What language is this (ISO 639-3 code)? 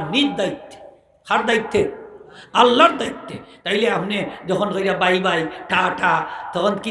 syl